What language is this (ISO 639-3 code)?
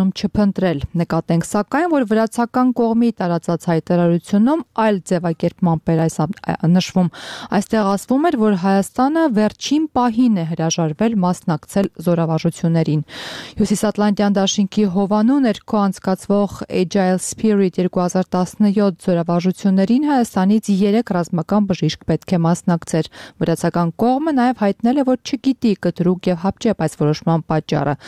hye